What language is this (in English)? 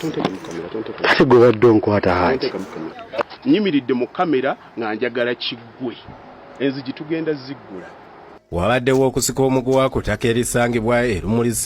Ganda